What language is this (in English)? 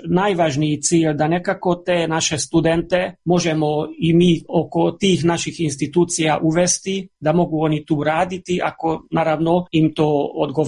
Croatian